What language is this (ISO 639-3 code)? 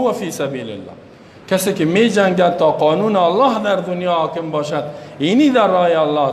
fas